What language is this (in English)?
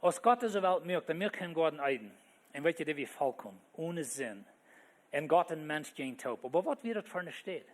Plautdietsch